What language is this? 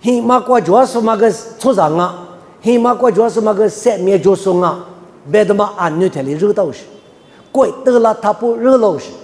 Lisu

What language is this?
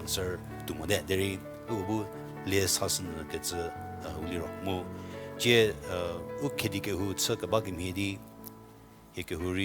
Angami Naga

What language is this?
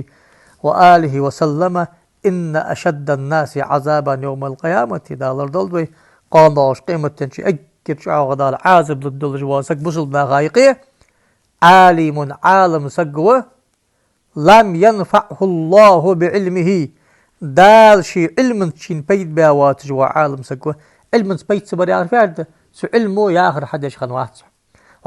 Ingush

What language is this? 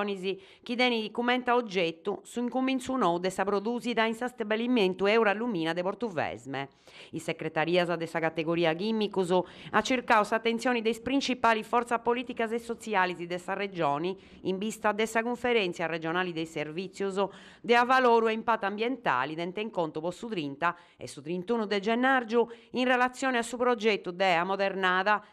Sardinian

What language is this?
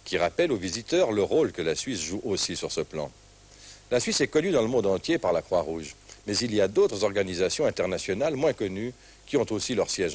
French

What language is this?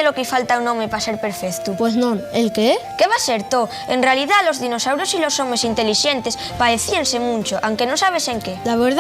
Asturian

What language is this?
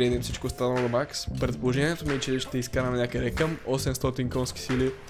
Bulgarian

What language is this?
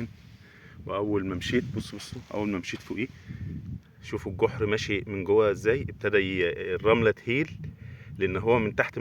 Egyptian Arabic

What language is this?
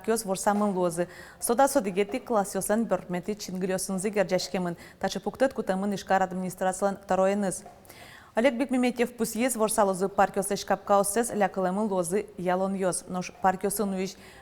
Udmurt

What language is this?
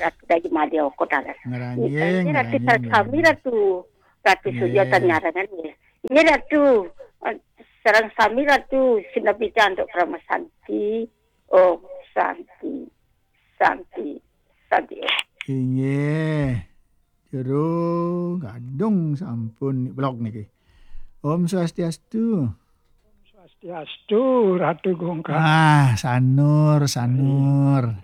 Balinese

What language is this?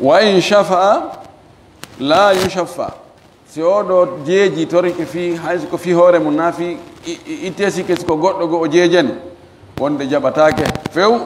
Fula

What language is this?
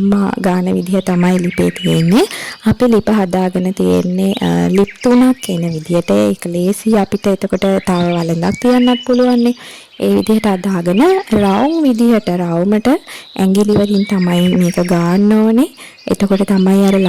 Sinhala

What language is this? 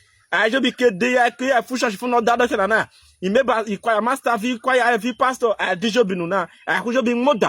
Urhobo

